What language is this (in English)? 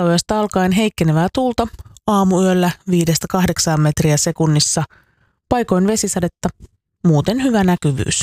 Finnish